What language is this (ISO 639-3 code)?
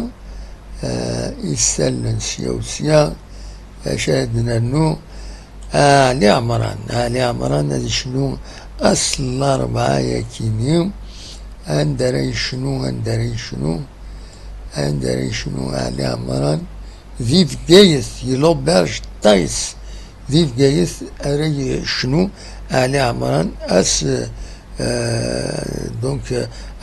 kab